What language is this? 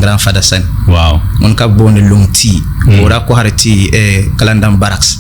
Dagbani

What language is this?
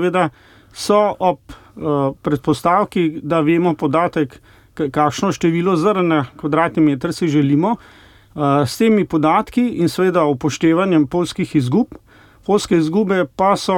Slovenian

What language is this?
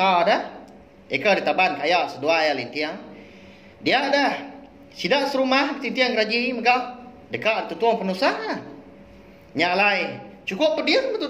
Iban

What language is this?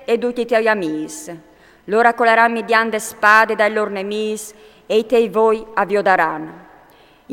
Friulian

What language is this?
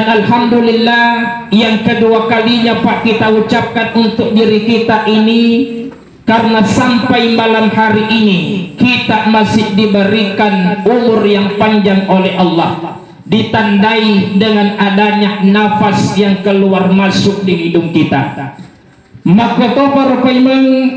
Buginese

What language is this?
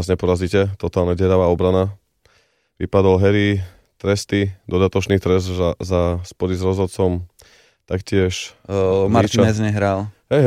Slovak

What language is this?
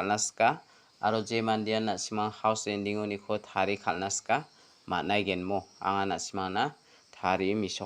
Garo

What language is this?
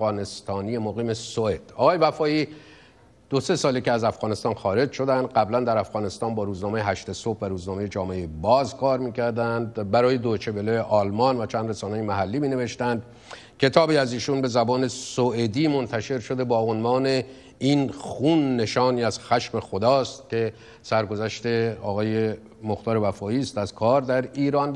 Persian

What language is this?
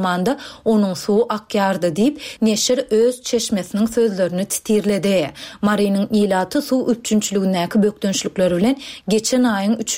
Turkmen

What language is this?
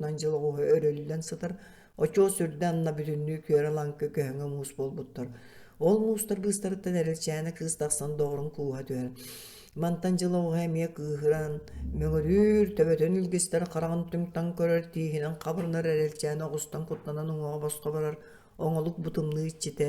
Yakut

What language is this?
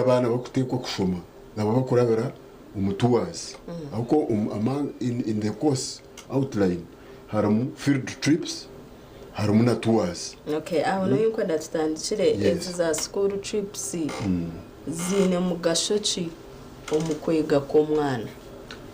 Nyankole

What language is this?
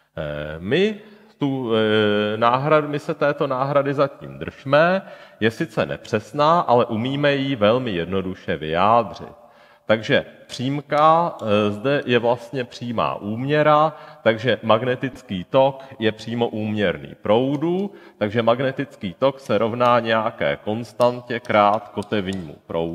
Czech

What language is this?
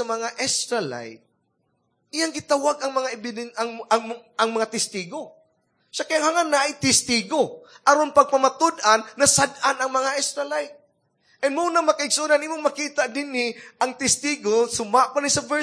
Cebuano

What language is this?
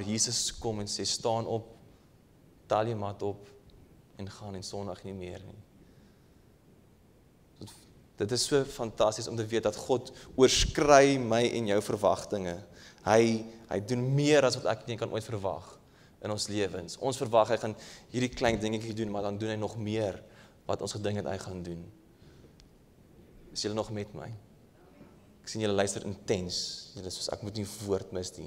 Afrikaans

